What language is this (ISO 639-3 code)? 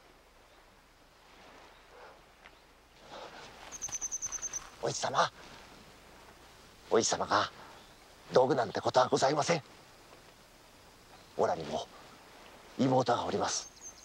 jpn